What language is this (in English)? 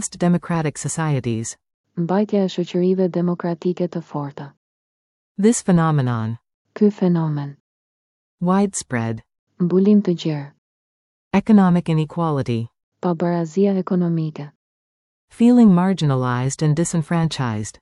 Albanian